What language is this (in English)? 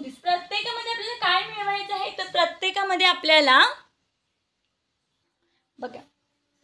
Marathi